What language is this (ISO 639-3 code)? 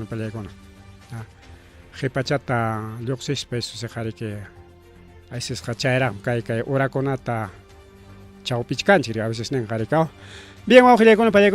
quy